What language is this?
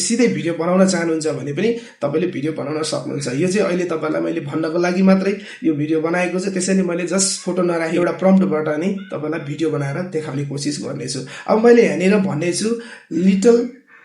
Nepali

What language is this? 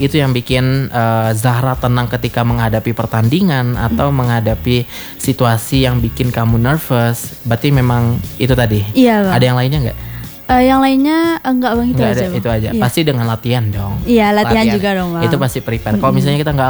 Indonesian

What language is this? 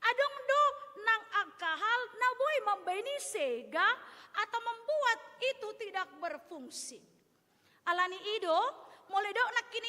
Batak Toba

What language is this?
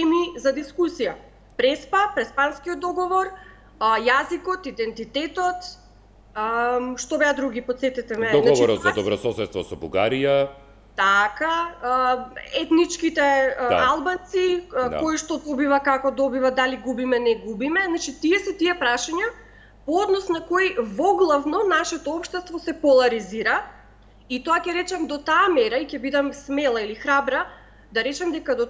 Macedonian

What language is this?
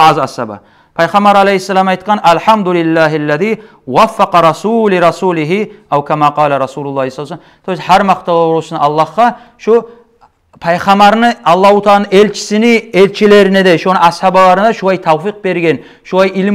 Kumyk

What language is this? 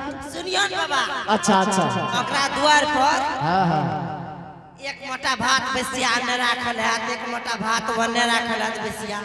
Angika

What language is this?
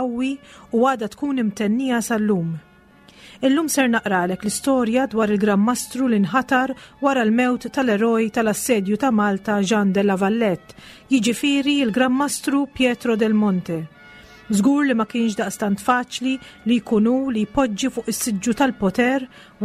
Maltese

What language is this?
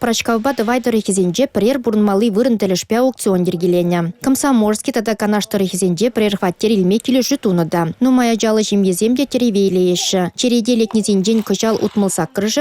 Chuvash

